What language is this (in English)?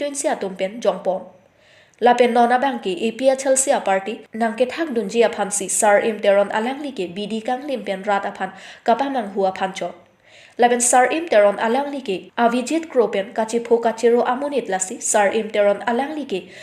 Karbi